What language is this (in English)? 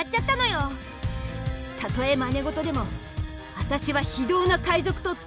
Japanese